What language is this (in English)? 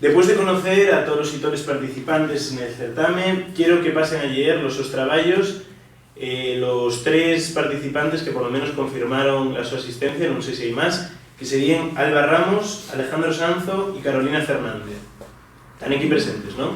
Asturian